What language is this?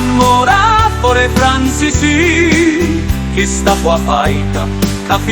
Sicilian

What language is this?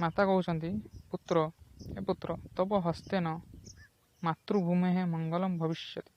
Odia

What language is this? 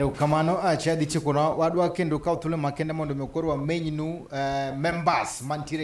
Luo (Kenya and Tanzania)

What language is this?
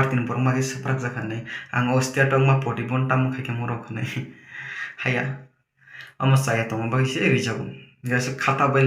Kok Borok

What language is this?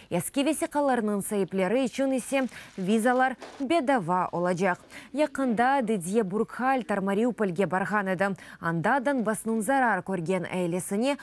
Crimean Tatar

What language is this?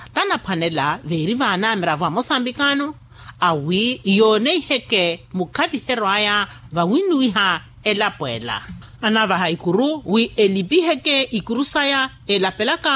Makhuwa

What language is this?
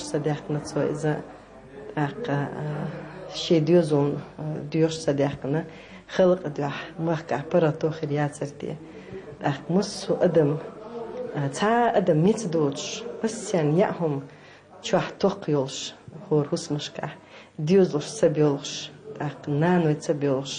Chechen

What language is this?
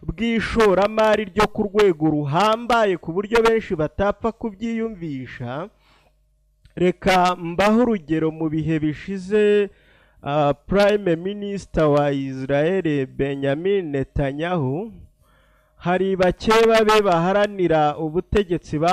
Kinyarwanda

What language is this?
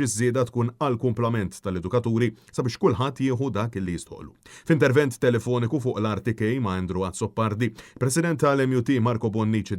Maltese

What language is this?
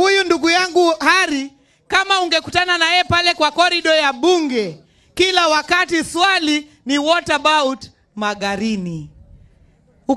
Swahili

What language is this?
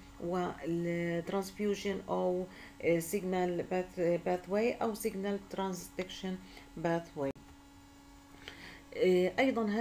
Arabic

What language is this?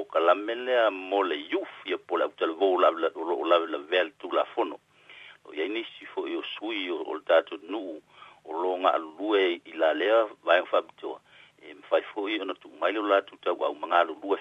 Samoan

